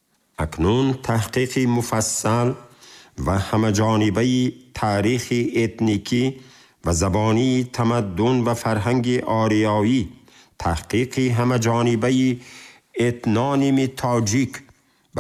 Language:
Tajik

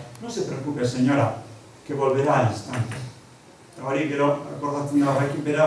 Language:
Basque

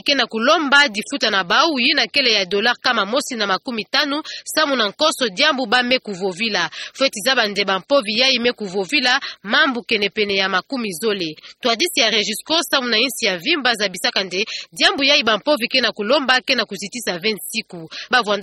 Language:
Kituba (Democratic Republic of Congo)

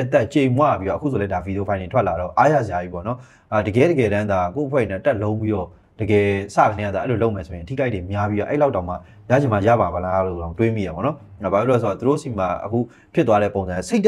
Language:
Burmese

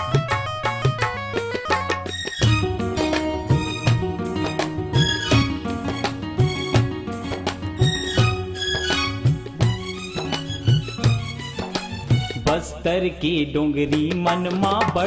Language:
Chhattisgarhi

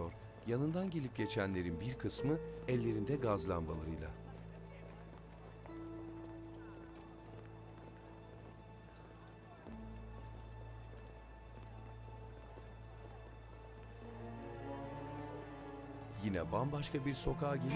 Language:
Turkish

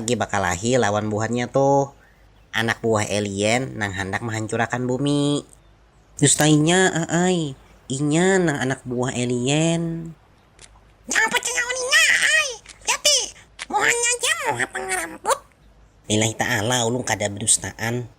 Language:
Banjar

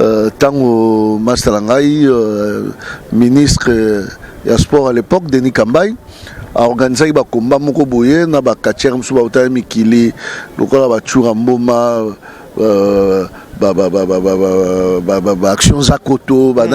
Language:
Lingala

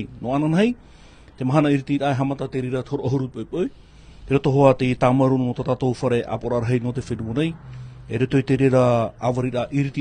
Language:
Tahitian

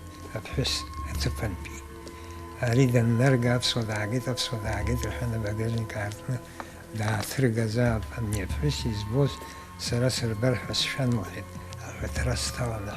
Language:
Abkhazian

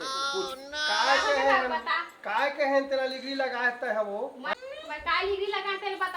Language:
Chhattisgarhi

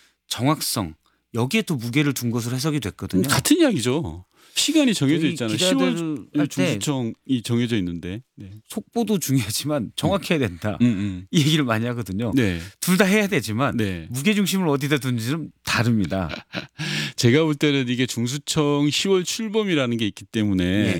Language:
Korean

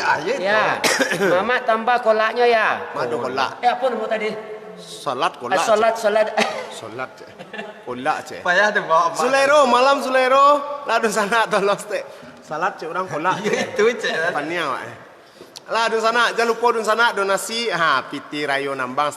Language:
Minangkabau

